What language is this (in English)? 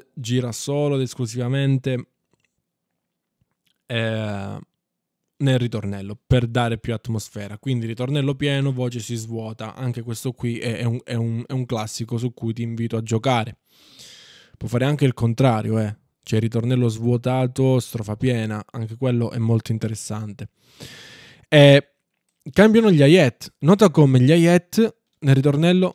Italian